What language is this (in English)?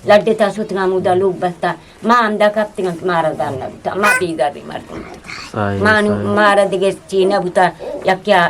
Eastern Balochi